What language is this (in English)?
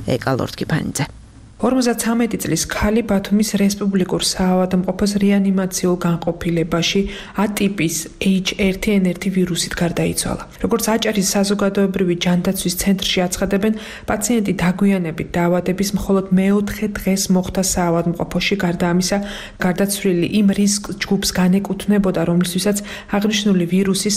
Georgian